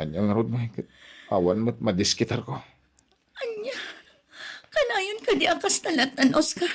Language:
Iloko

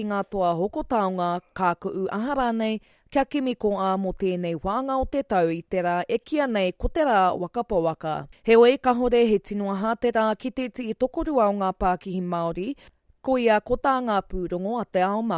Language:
Māori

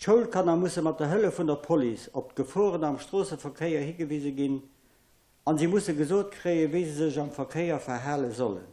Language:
Luxembourgish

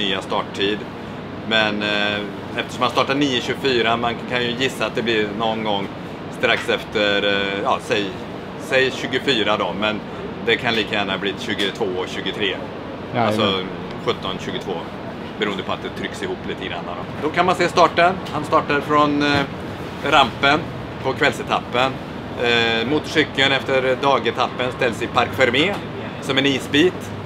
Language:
Swedish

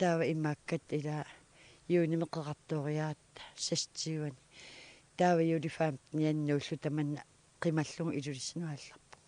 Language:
Kalaallisut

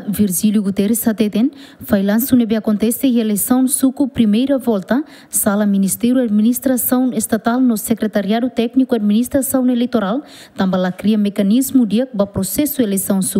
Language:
Tetum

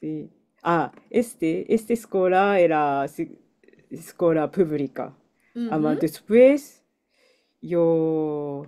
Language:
Ladino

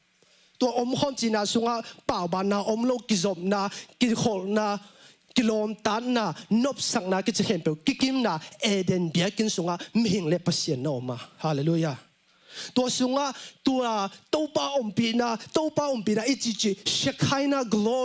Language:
Tedim Chin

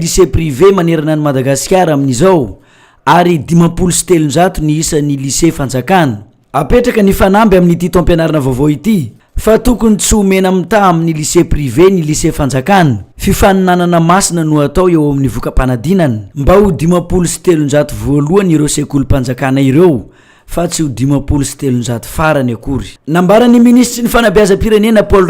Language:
Malagasy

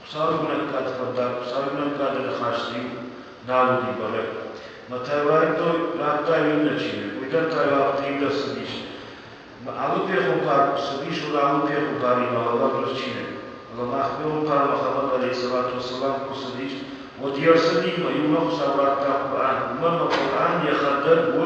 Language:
Ossetic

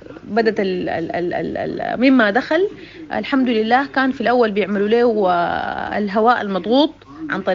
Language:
Sudanese Arabic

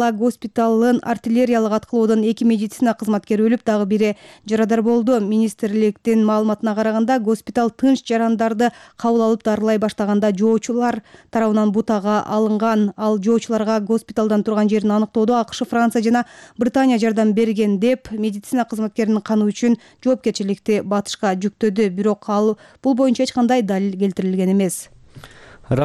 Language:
Kyrgyz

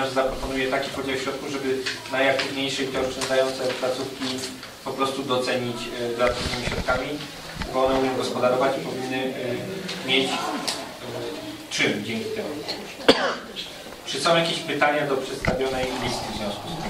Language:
Polish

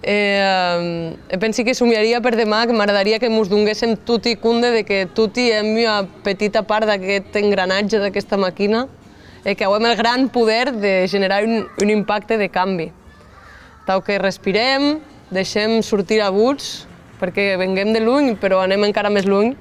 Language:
Occitan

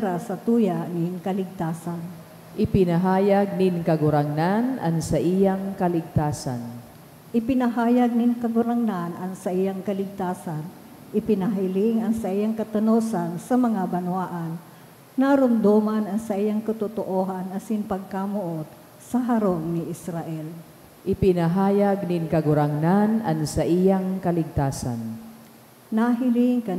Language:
Bikol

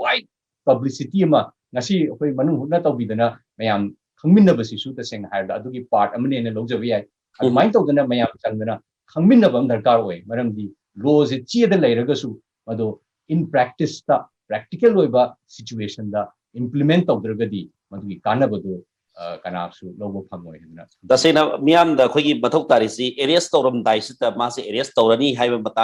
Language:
Manipuri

